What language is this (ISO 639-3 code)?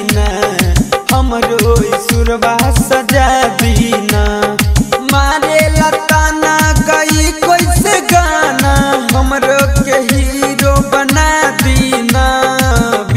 bho